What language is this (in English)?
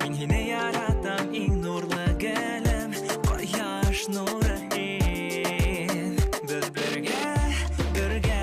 Bashkir